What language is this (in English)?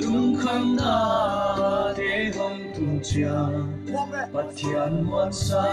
Tedim Chin